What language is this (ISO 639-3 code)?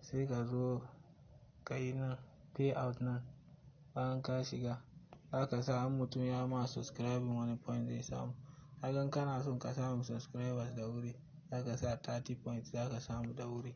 hau